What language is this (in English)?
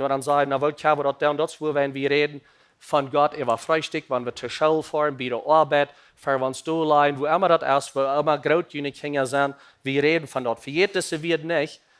Plautdietsch